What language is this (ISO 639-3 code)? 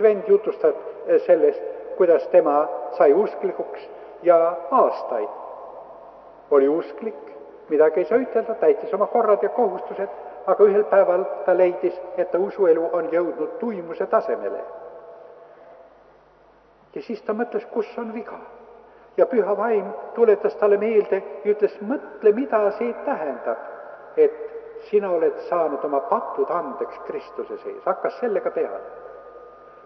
est